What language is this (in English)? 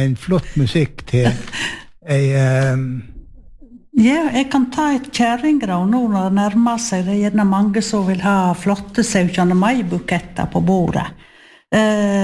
Norwegian